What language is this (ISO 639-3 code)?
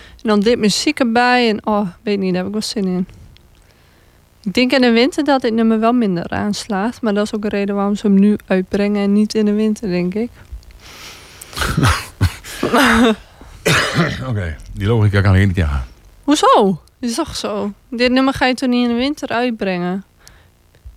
nld